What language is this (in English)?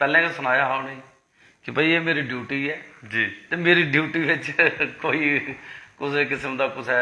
Dogri